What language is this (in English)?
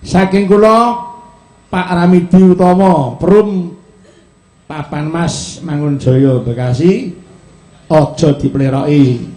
Javanese